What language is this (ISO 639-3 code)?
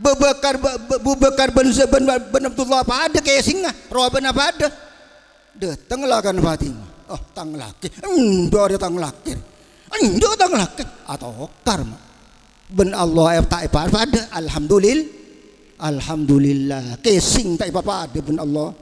mad